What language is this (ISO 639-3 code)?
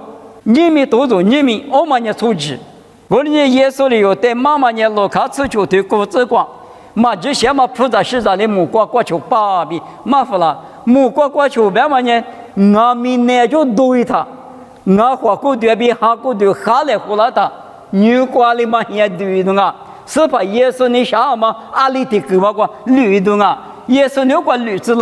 lis